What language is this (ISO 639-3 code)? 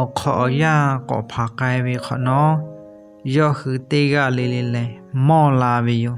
lhu